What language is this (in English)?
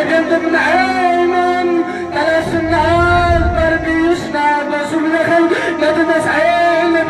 Kashmiri